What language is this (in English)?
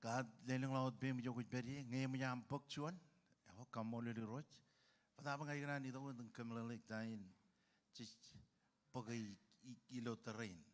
Marshallese